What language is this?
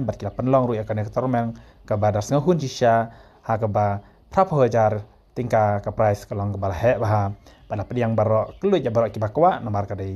Khasi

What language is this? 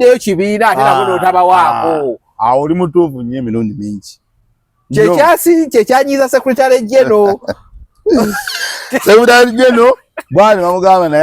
Ganda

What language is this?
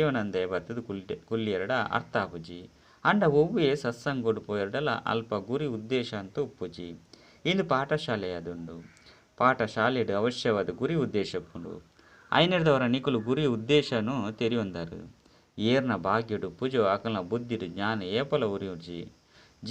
Tulu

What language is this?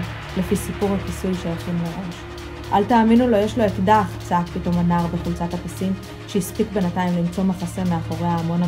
Hebrew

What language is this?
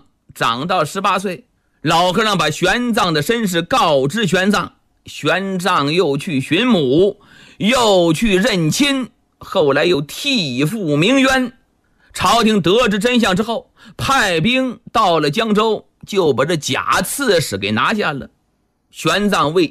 Chinese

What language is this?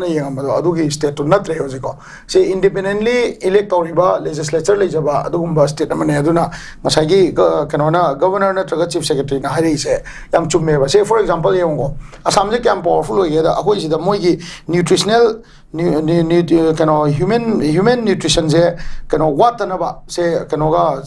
Manipuri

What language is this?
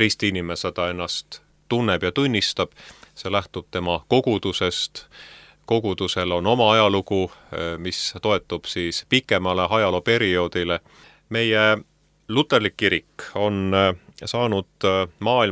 Estonian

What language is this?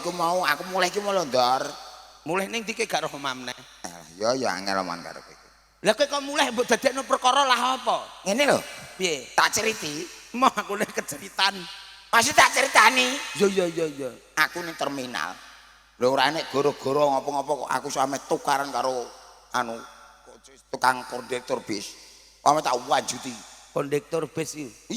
Javanese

